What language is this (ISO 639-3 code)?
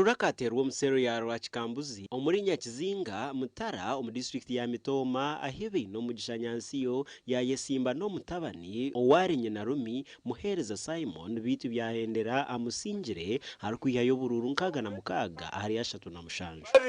nyn